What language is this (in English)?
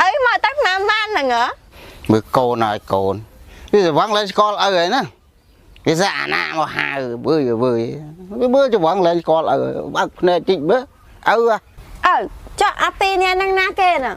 Khmer